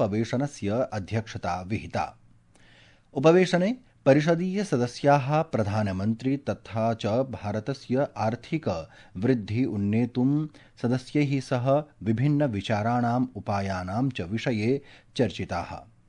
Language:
Sanskrit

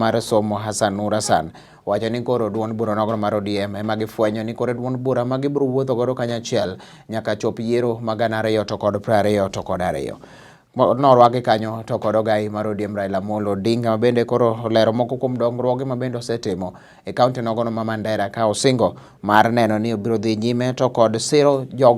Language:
Luo (Kenya and Tanzania)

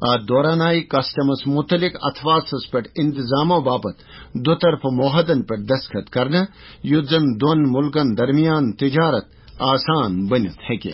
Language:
Kashmiri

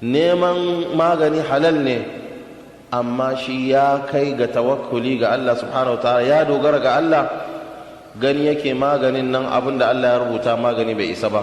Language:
Hausa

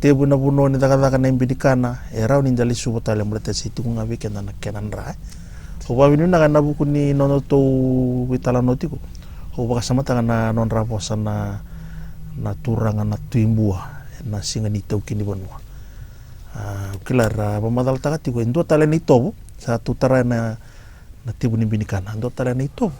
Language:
Fijian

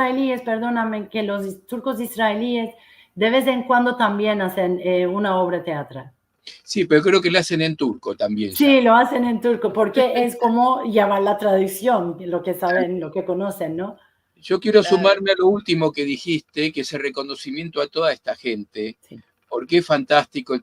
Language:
Ladino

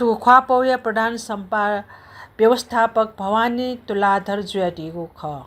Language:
Newari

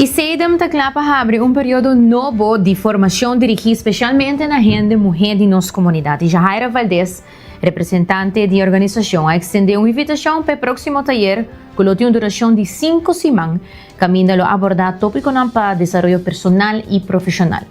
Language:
Papiamento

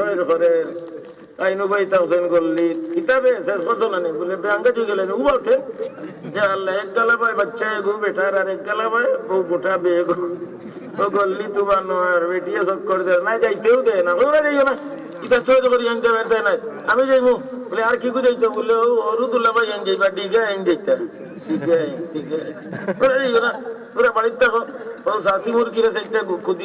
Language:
Sylheti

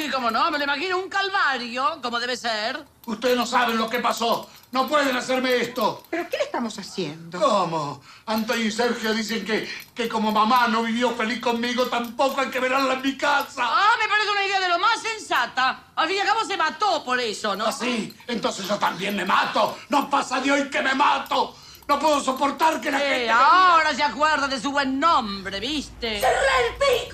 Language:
Spanish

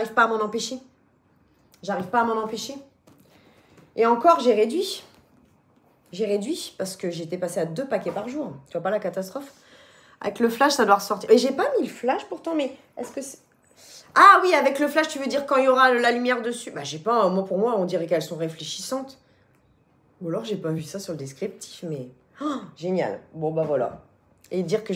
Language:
French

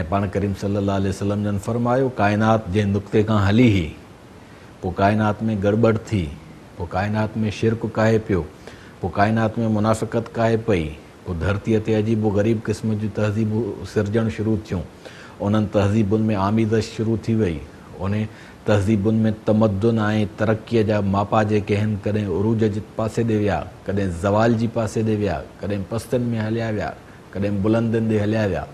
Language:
Sindhi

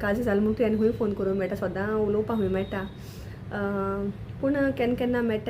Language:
Konkani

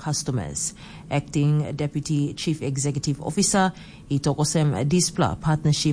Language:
Tok Pisin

